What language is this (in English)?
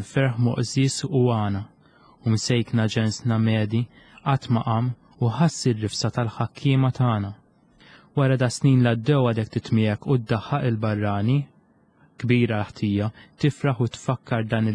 Maltese